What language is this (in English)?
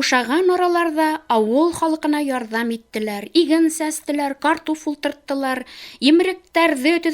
Bashkir